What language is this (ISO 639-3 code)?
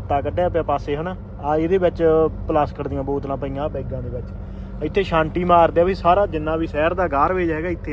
pan